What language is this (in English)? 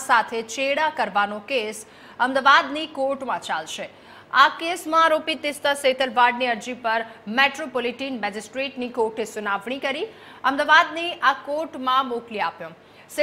Gujarati